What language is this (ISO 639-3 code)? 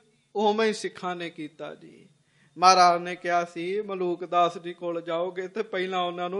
pan